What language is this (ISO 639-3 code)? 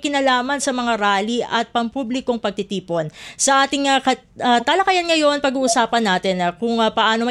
fil